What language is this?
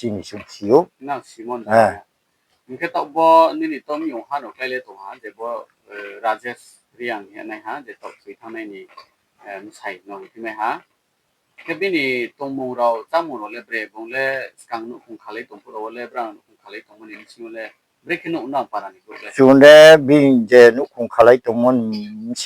Riang (India)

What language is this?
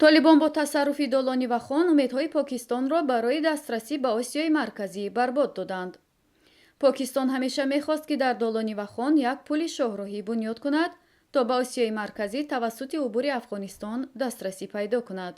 Tajik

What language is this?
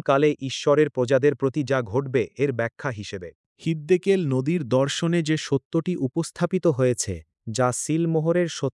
Bangla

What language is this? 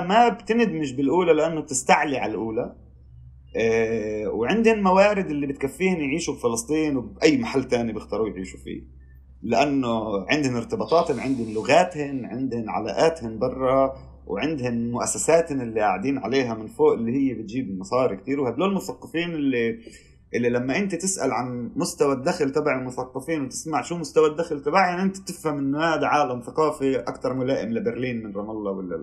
North Levantine Arabic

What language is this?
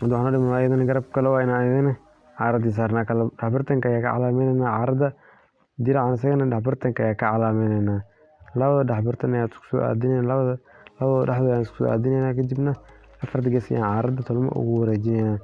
Somali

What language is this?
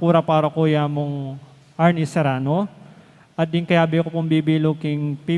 Pampanga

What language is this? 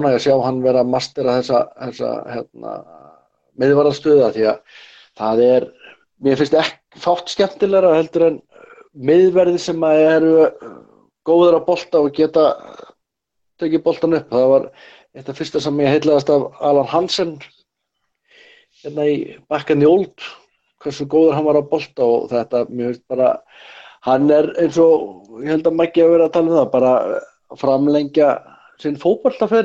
Icelandic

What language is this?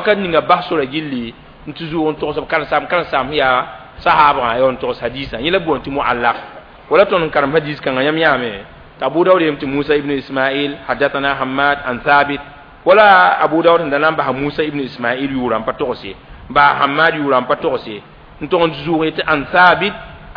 Mossi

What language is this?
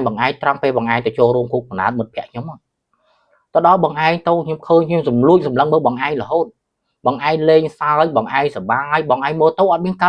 Khmer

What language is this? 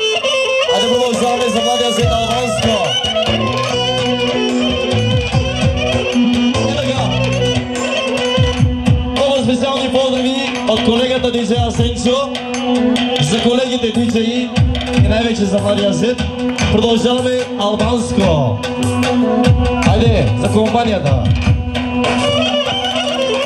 Bulgarian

